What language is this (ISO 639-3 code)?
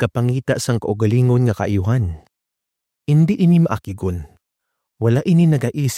hil